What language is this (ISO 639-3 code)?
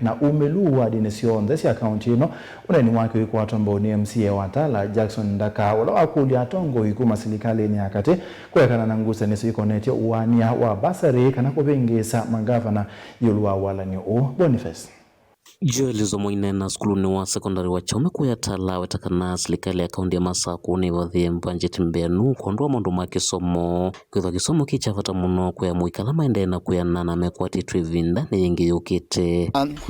kam